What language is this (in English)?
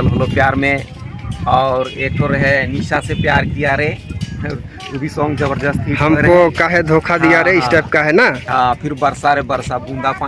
Sadri